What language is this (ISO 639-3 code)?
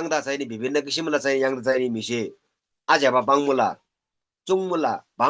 taj